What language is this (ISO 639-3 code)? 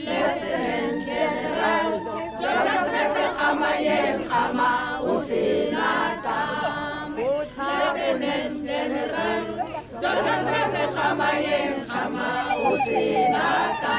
tsn